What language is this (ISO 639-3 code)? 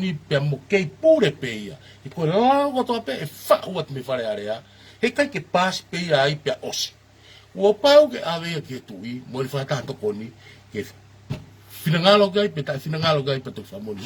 ton